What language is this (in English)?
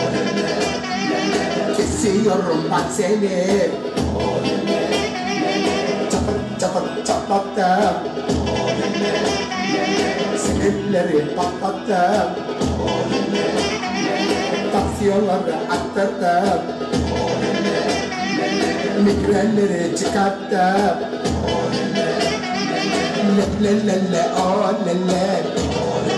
Turkish